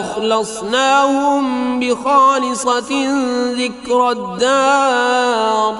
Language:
Kashmiri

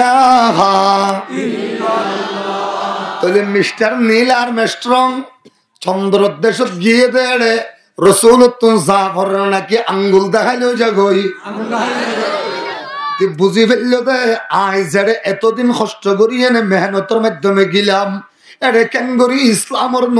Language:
Rohingya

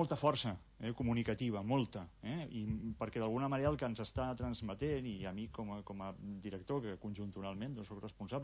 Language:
Catalan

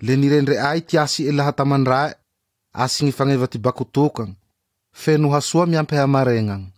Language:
Malagasy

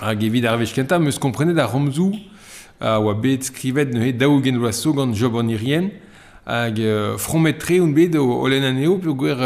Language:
Breton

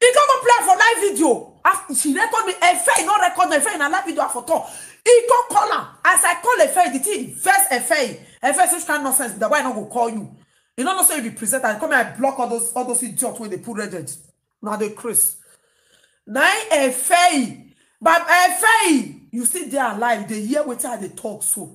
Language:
Nigerian Pidgin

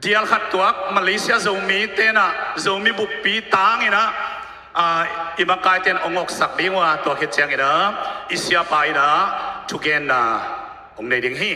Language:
Tedim Chin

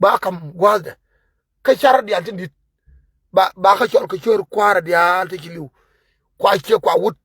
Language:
Nuer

